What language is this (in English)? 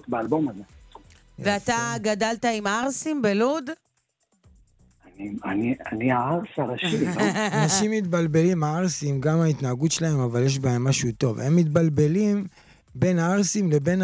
Hebrew